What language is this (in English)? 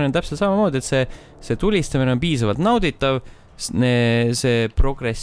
Estonian